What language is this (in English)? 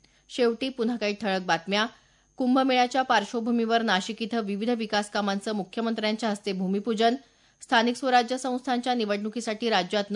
Marathi